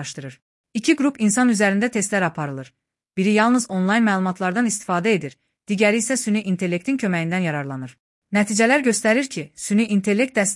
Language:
Azerbaijani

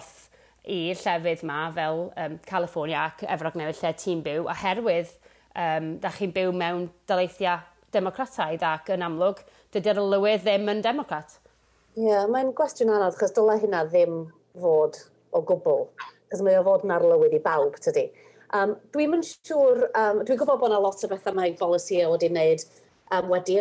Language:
Welsh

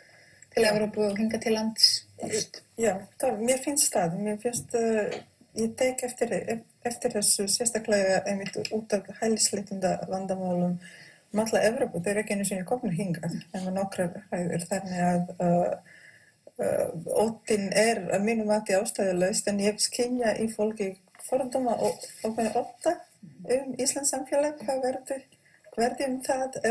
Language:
Icelandic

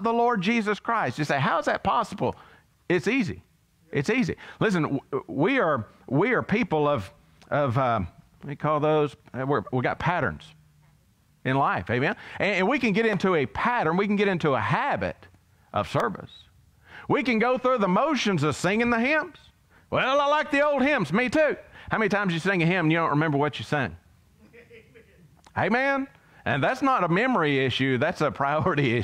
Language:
English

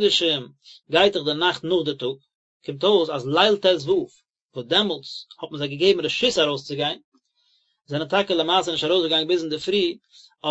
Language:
Yiddish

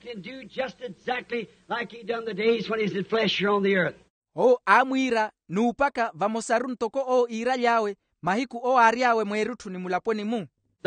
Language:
Makhuwa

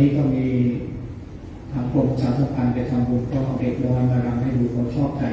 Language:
Thai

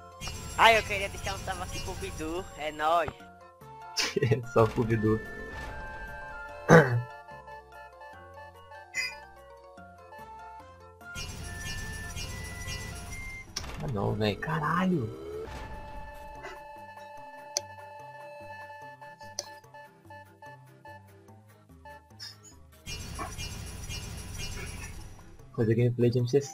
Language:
Portuguese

